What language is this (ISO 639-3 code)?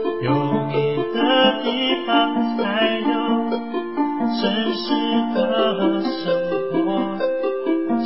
zho